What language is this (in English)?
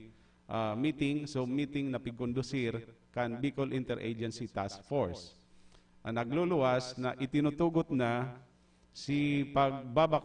Bikol